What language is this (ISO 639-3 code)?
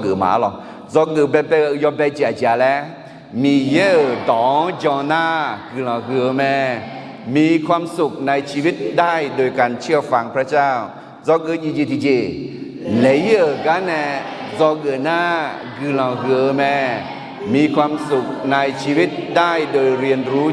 ahk